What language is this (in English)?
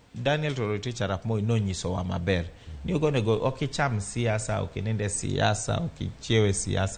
Luo (Kenya and Tanzania)